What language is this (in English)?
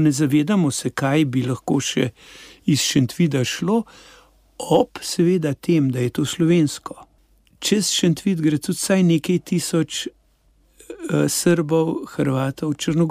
Slovenian